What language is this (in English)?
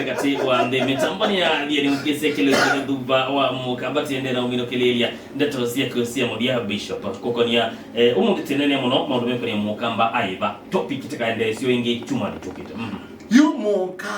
Kamba